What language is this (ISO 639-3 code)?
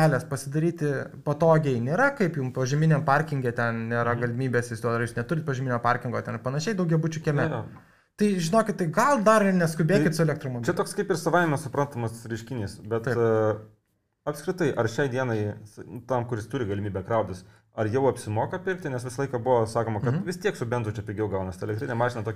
lit